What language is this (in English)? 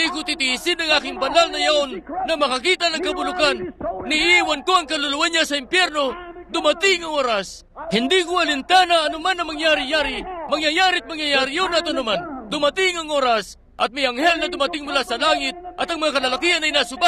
Filipino